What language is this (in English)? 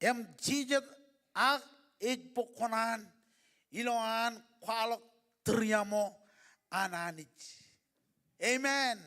Marshallese